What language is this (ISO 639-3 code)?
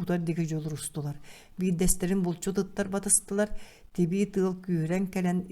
sah